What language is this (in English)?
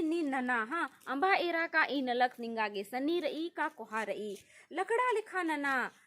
Kurukh